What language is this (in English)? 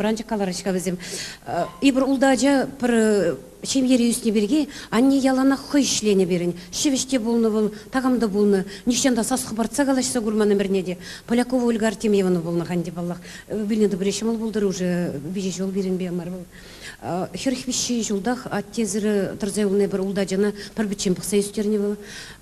Chuvash